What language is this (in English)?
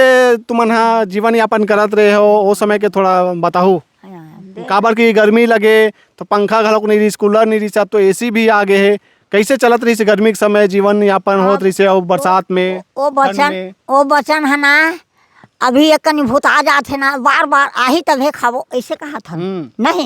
Chhattisgarhi